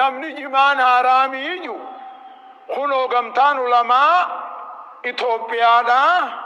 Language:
Oromo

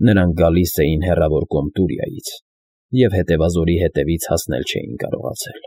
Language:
Armenian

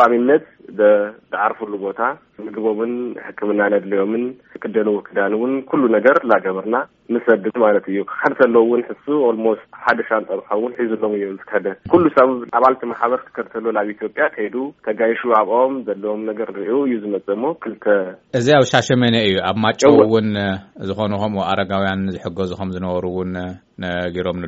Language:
Tigrinya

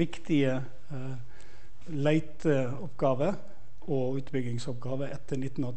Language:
Norwegian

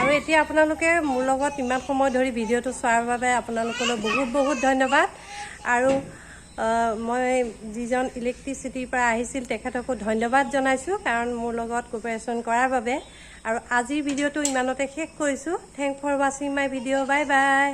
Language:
Assamese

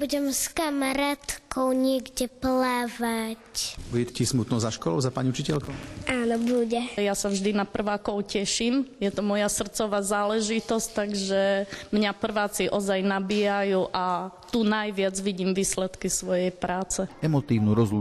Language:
Slovak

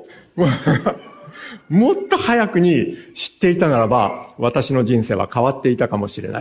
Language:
Japanese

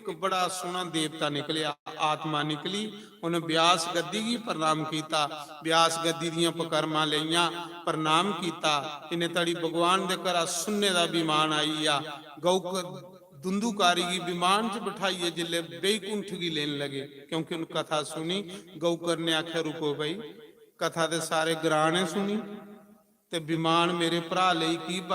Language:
Dogri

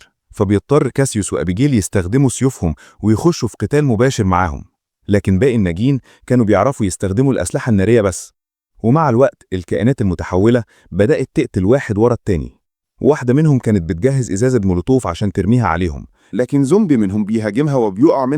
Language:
Egyptian Arabic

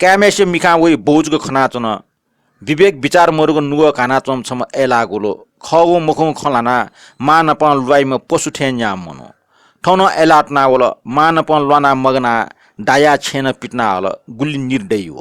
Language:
Newari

